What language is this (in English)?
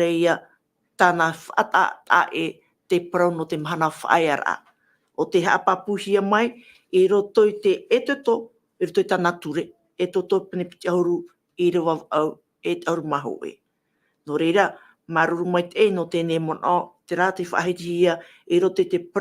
Tahitian